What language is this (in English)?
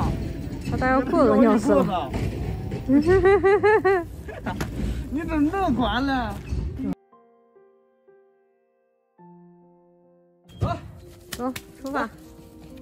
Chinese